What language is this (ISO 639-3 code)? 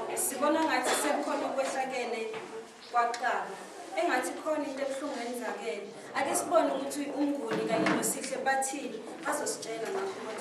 zul